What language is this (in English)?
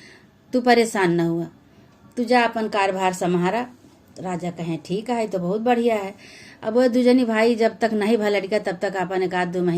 Awadhi